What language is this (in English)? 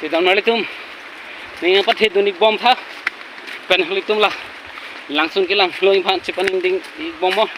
Karbi